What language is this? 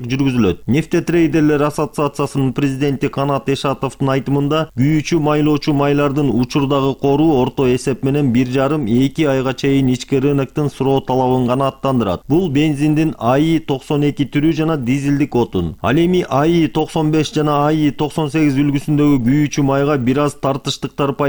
Kyrgyz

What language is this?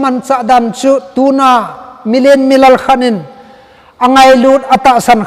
Thado Chin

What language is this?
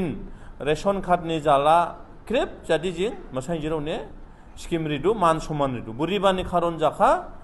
Dimasa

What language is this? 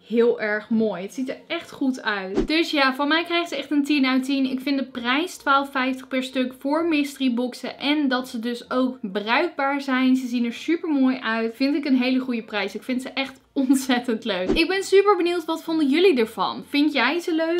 Dutch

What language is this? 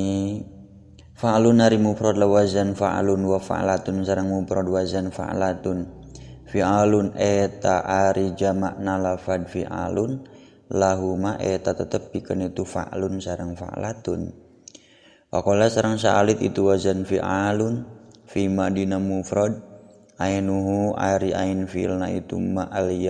Sundanese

